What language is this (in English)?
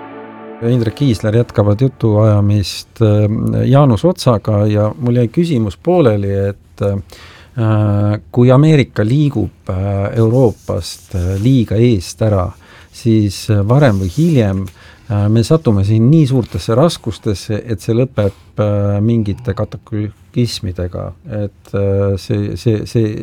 Estonian